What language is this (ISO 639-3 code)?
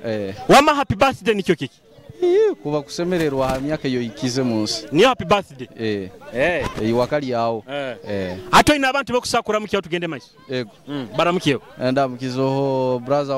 nyo